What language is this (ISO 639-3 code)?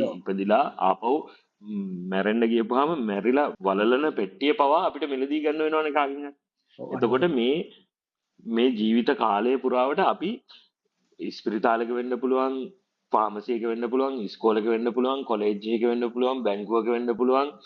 sin